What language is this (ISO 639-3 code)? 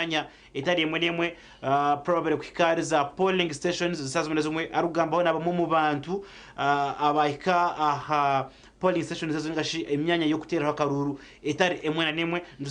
nyn